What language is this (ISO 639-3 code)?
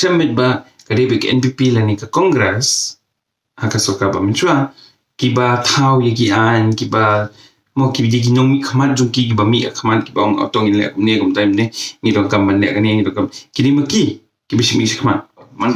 kha